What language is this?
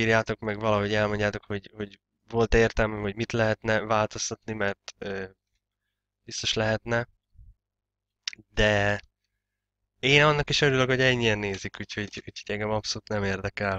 Hungarian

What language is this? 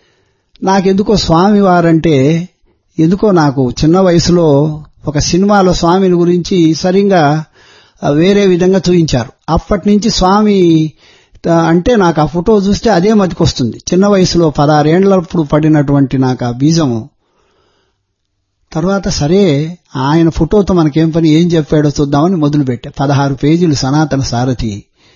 Telugu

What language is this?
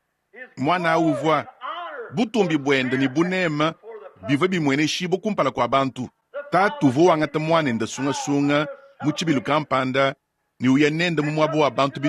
Luba-Lulua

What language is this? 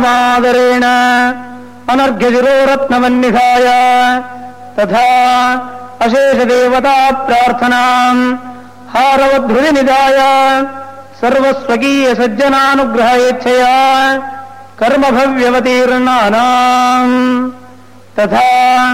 Sanskrit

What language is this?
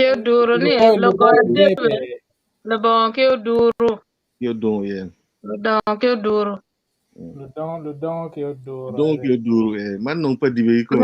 Acoli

